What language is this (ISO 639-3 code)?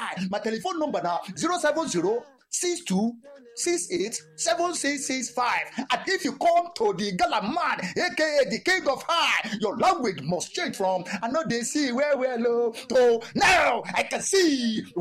pcm